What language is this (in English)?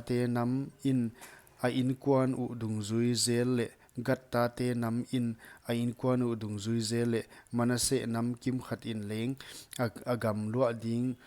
Paite Chin